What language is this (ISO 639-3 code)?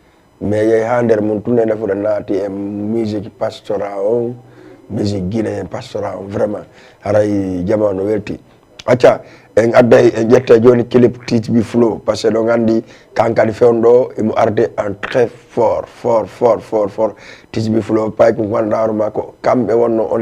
ful